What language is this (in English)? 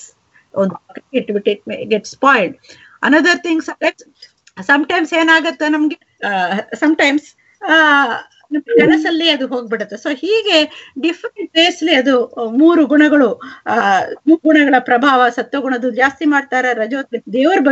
Kannada